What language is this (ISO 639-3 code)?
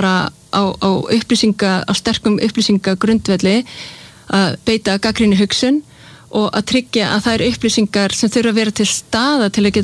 isl